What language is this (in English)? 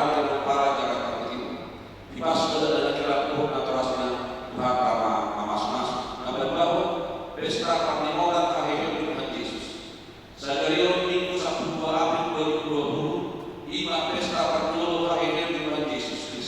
Batak Toba